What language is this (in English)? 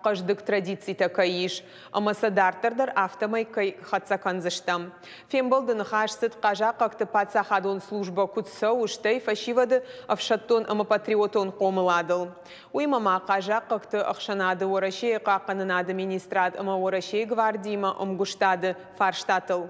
Ossetic